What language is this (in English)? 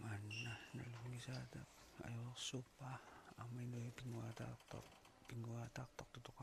Kalaallisut